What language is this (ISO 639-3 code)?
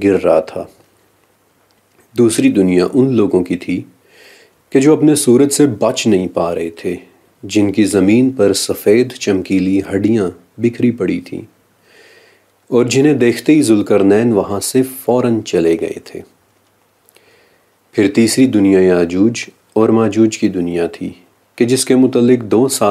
urd